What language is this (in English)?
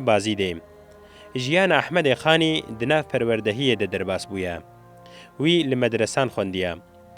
Kurdish